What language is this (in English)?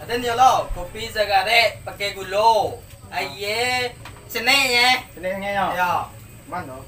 Minangkabau